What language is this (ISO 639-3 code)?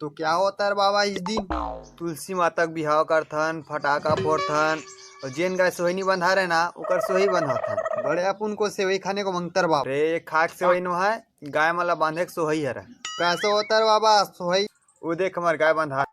hne